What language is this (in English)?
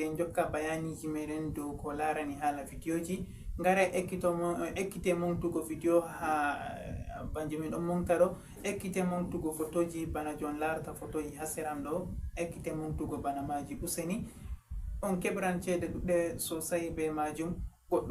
Fula